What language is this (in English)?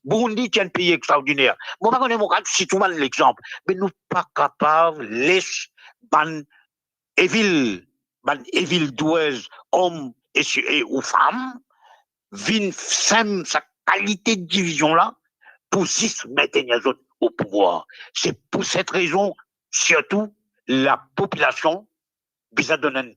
Morisyen